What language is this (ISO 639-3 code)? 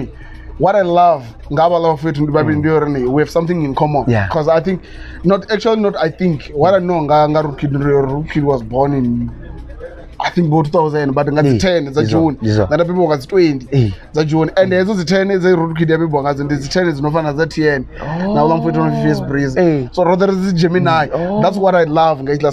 ven